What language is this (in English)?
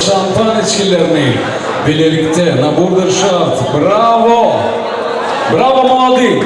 Turkmen